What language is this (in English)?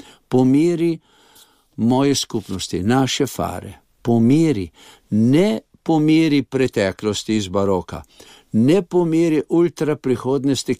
Slovenian